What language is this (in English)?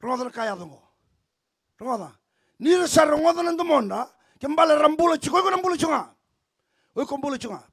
Fijian